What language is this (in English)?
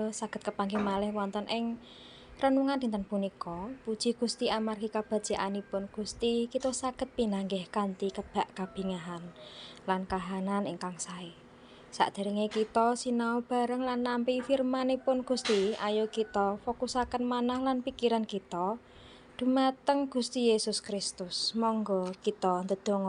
Javanese